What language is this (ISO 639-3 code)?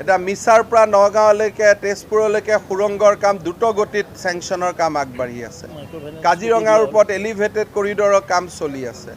asm